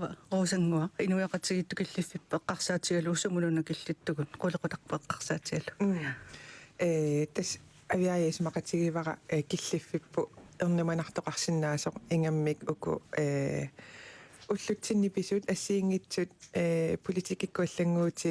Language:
Kalaallisut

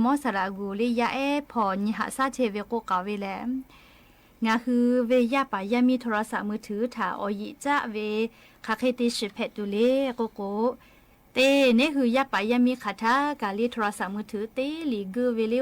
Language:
Lahu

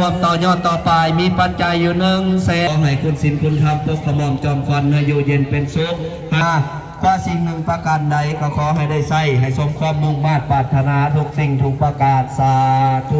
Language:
Lao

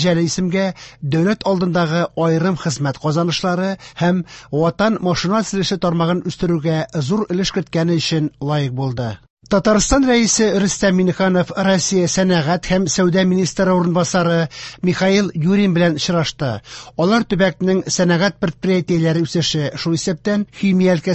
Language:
Tatar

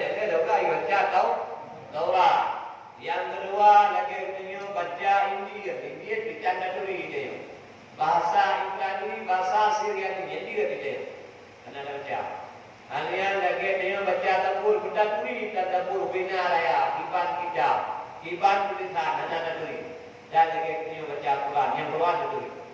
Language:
Achinese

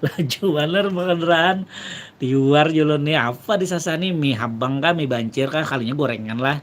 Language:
Banjar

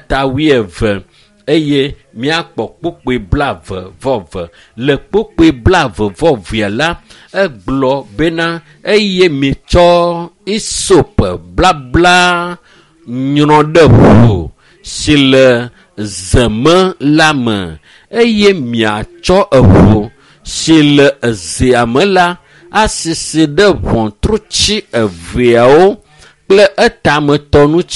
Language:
Ewe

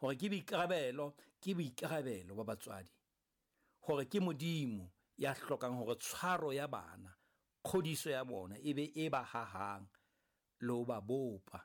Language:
Southern Sotho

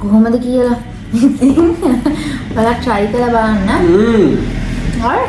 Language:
Sinhala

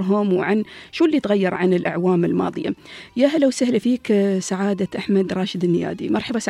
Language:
Gulf Arabic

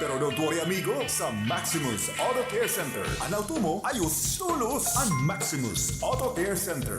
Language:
Bikol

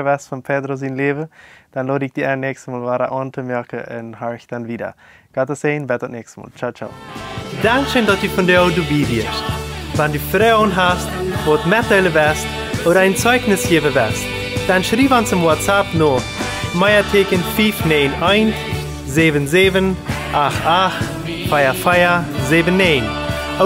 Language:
Plautdietsch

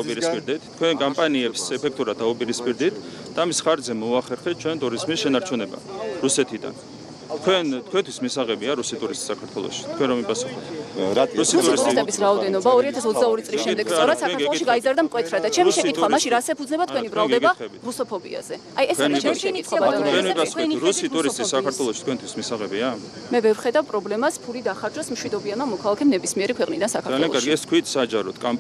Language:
Georgian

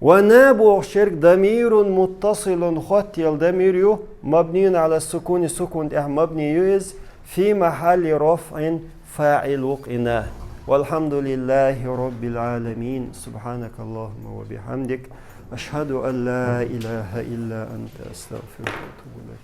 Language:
Chechen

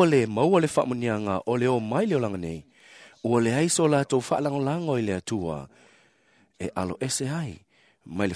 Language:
Samoan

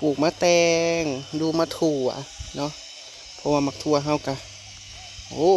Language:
Northeastern Thai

